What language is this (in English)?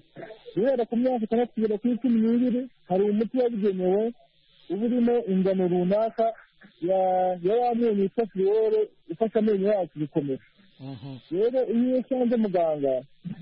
Kinyarwanda